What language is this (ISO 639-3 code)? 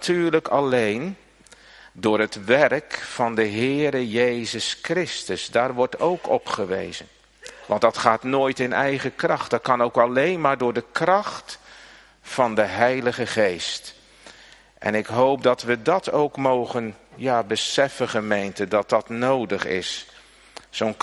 nld